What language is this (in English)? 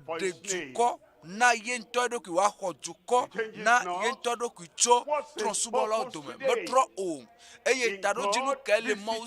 Ewe